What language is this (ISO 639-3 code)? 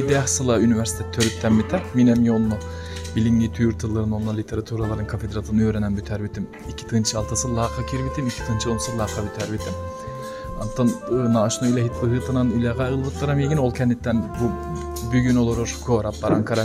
sah